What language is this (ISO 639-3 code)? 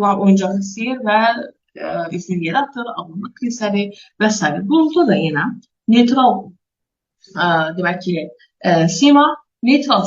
aze